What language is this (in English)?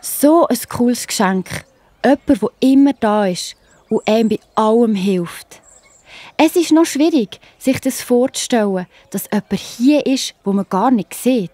Swiss German